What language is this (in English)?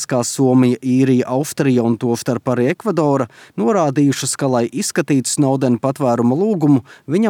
Latvian